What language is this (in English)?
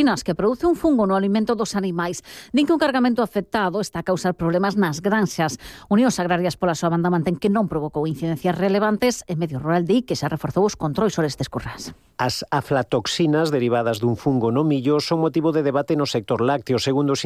Galician